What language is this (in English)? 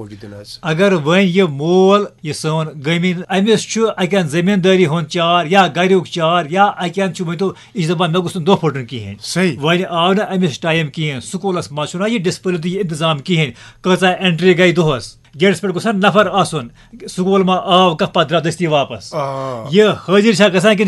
Kashmiri